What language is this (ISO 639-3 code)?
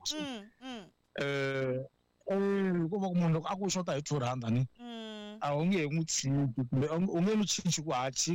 tso